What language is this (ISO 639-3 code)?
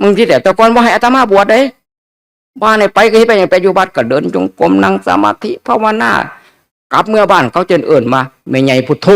tts